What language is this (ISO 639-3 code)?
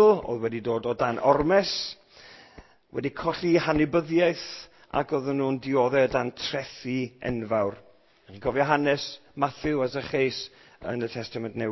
cym